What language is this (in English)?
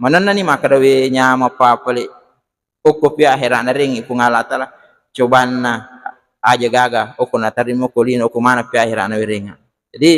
Buginese